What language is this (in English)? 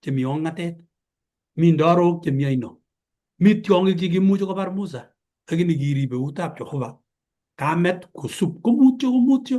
Kalenjin